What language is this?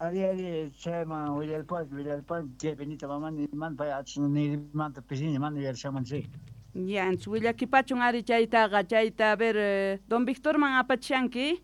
Quechua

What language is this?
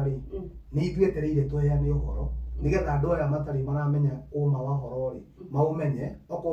Kikuyu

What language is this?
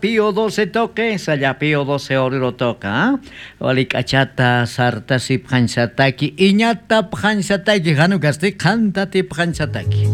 South Bolivian Quechua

